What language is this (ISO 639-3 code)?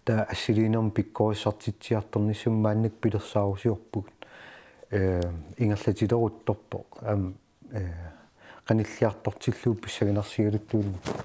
kal